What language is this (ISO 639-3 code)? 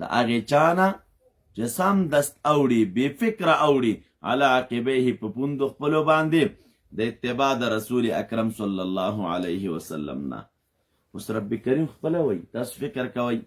pus